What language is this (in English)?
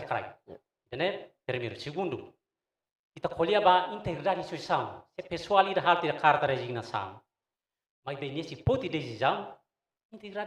Tetum